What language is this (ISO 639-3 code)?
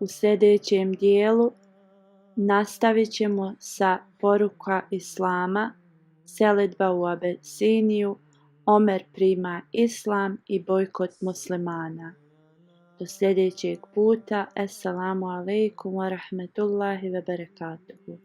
bos